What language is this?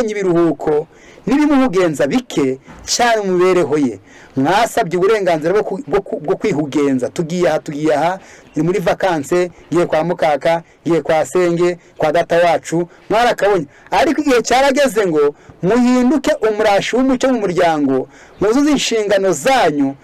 Kinyarwanda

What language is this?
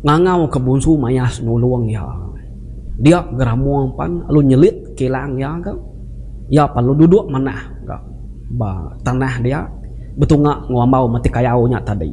Iban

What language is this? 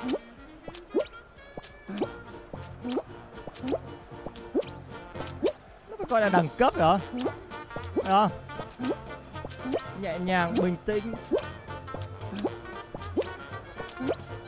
Vietnamese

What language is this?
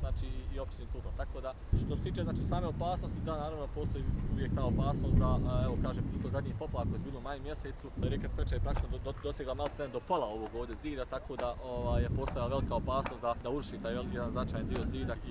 Bosnian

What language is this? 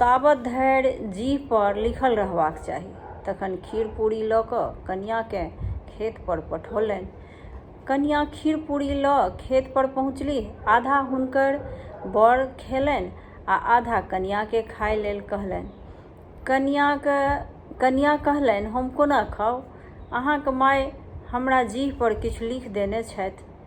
Maithili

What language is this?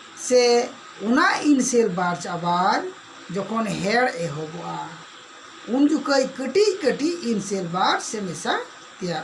Santali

